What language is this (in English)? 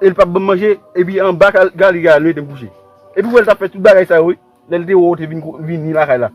Haitian Creole